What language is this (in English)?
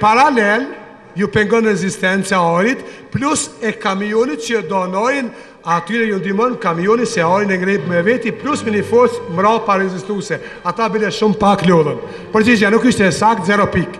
Albanian